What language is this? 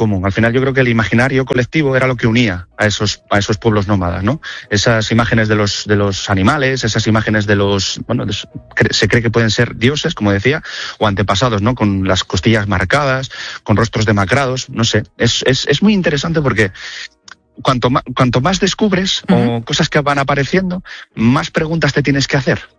Spanish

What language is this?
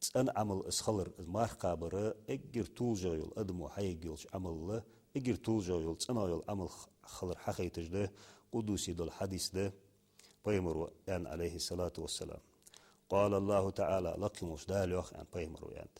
Ingush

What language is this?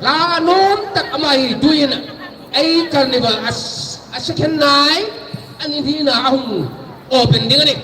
Hmar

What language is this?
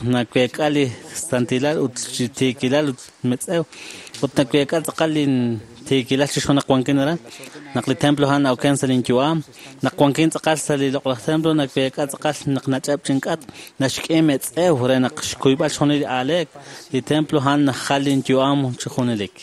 Kekchí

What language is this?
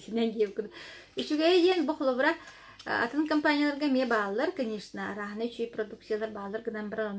Yakut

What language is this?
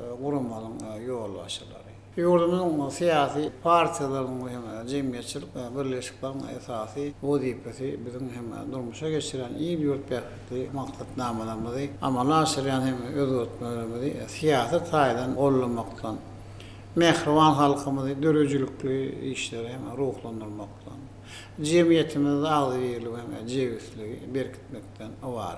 Turkmen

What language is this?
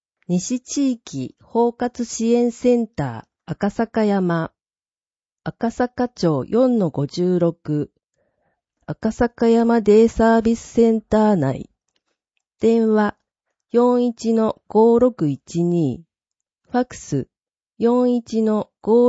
Japanese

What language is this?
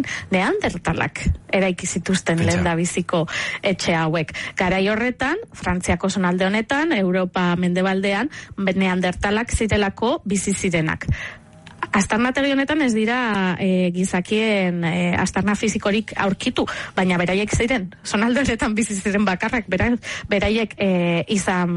Basque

